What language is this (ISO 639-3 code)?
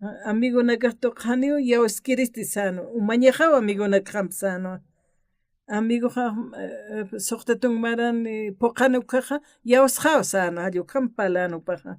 aym